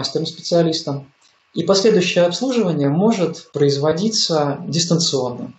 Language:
Russian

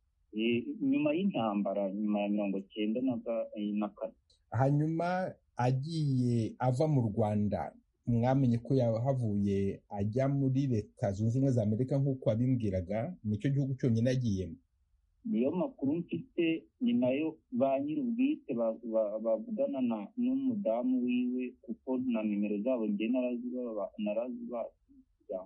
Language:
Kinyarwanda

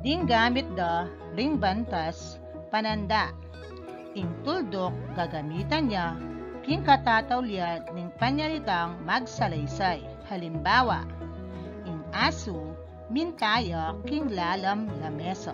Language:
Pampanga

